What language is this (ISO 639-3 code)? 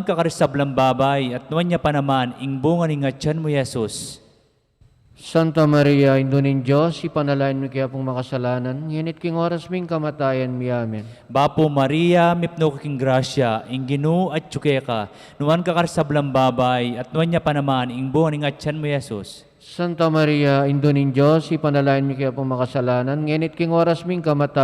pam